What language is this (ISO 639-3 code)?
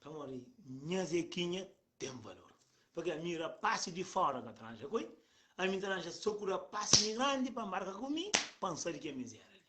kea